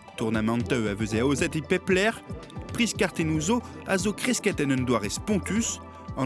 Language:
Breton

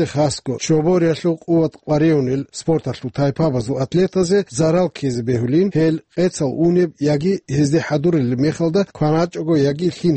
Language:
Avaric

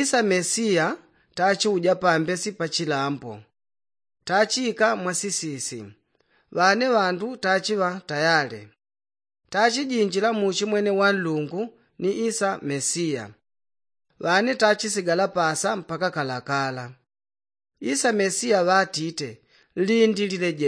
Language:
Yao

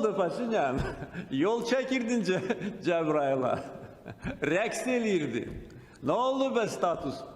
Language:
Crimean Tatar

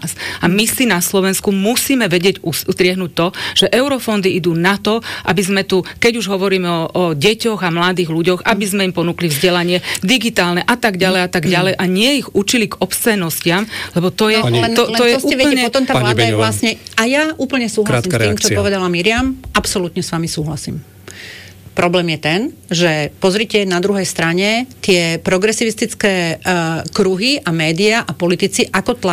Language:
Slovak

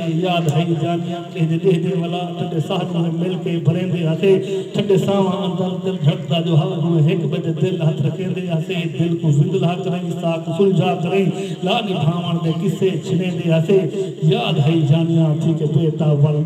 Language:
Saraiki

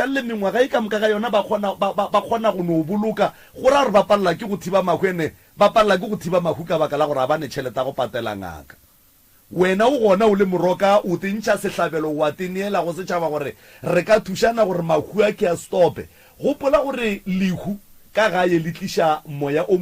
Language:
Northern Sotho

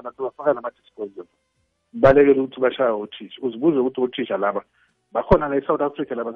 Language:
South Ndebele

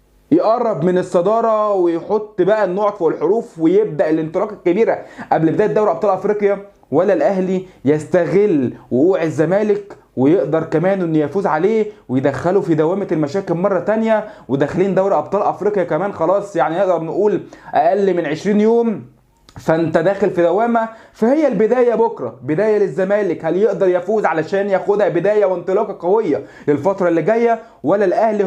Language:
Egyptian Arabic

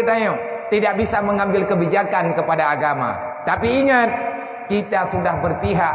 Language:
Achinese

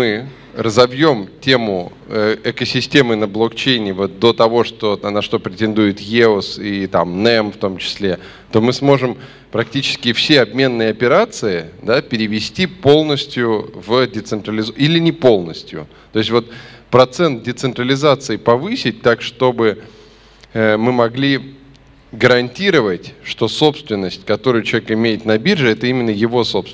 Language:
Russian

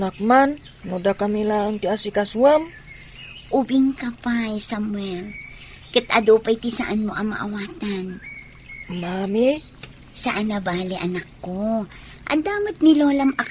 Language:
Iloko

